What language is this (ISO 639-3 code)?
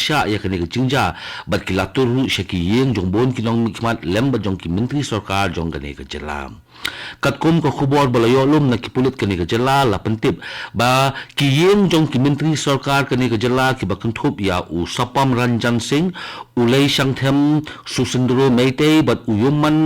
kha